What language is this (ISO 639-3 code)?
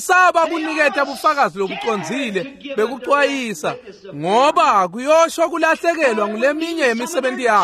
ssw